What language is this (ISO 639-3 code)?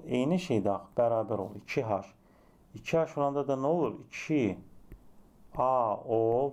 aze